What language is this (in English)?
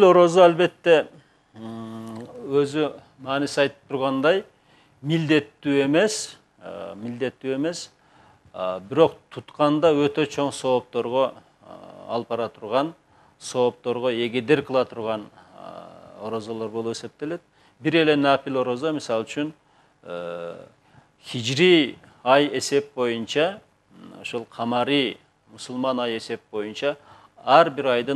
Kyrgyz